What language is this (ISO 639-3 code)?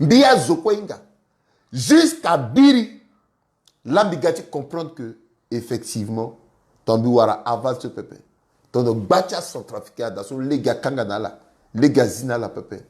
sag